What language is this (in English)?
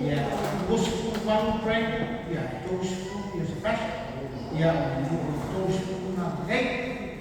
Samoan